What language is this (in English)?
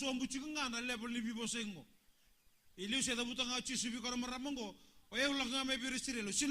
Fijian